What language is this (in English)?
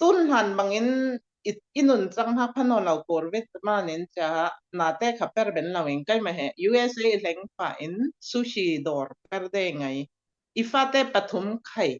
Falam Chin